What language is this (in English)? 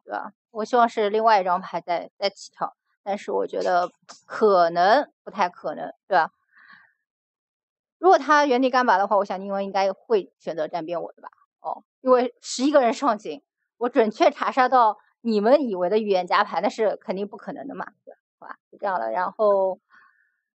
Chinese